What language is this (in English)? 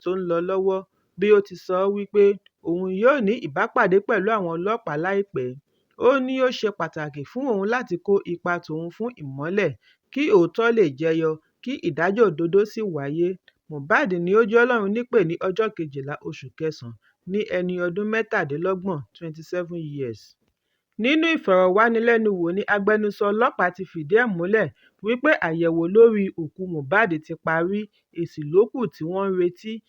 Yoruba